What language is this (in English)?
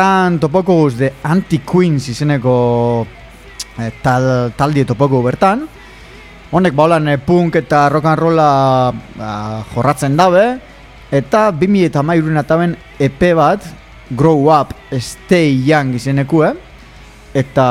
Basque